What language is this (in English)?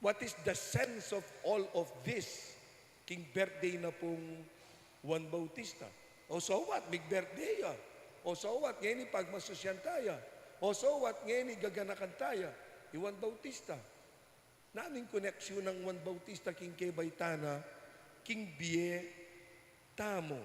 Pampanga